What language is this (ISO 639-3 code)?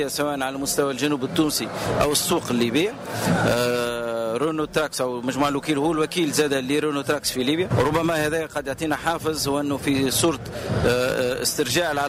aeb